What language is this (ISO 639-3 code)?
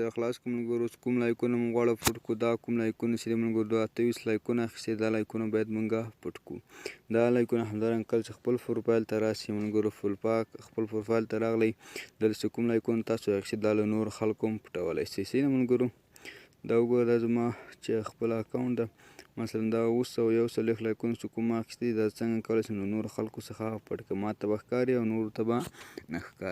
pus